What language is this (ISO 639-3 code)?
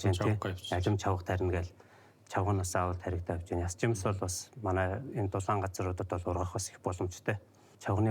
mon